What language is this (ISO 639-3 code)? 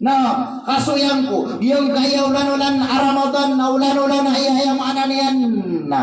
mrw